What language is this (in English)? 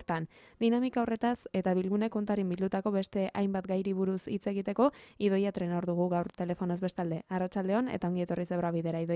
Basque